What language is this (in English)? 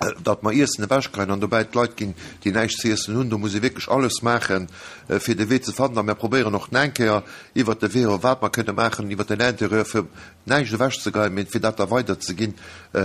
Luxembourgish